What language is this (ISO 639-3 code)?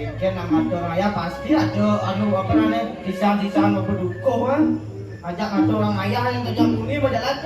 ban